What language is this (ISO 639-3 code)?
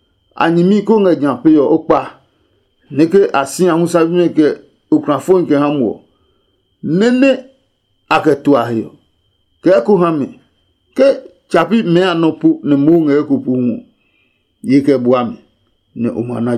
ada